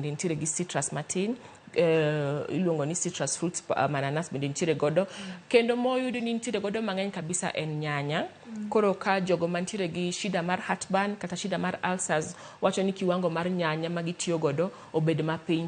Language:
Luo (Kenya and Tanzania)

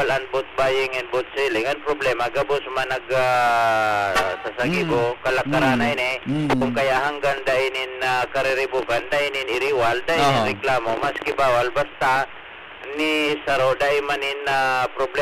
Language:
Bikol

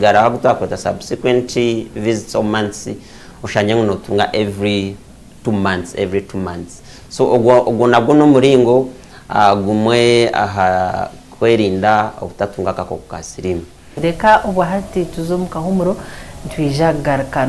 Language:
Nyankole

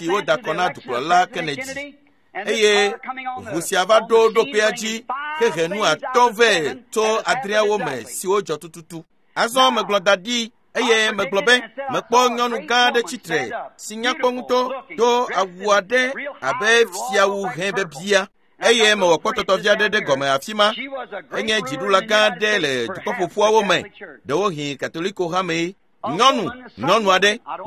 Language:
Ewe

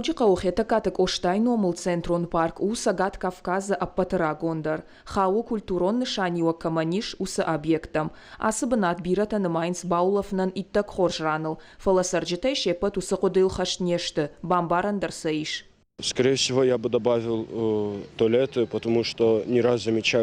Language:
Ossetic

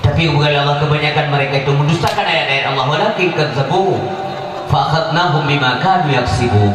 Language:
Achinese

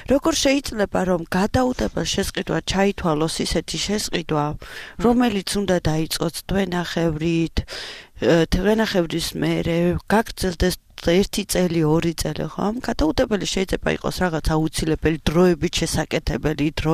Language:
Georgian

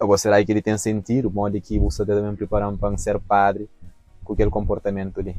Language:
Kabuverdianu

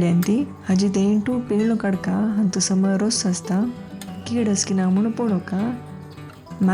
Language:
Konkani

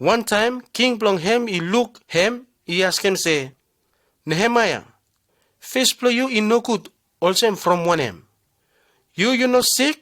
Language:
Bislama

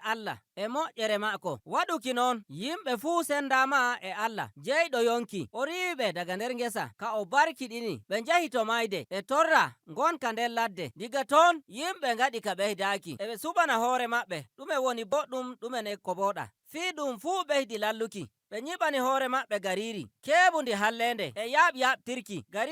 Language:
Nigerian Fulfulde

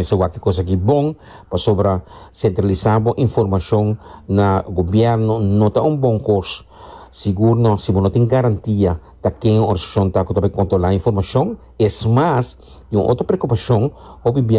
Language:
Papiamento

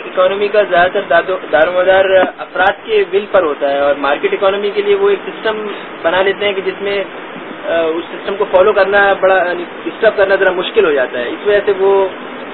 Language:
Urdu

